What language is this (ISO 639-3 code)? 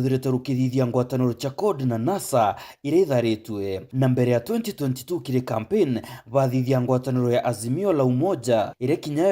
mer